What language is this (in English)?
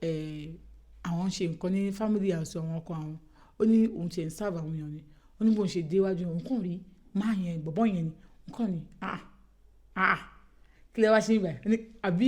Yoruba